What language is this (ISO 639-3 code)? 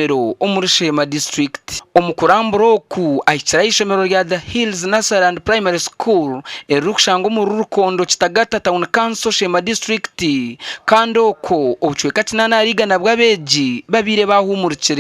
nyn